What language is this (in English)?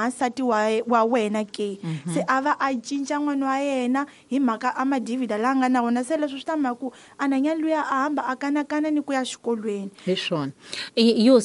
Tsonga